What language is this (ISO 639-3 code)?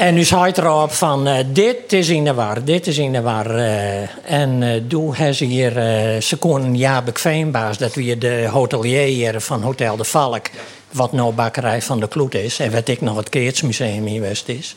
fry